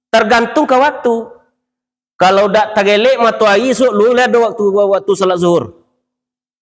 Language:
Minangkabau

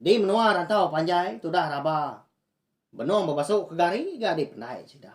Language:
Iban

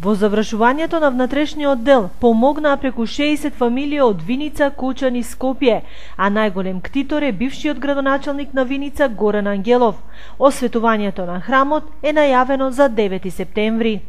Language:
Macedonian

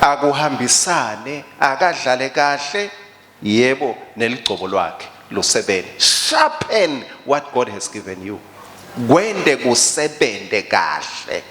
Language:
Swati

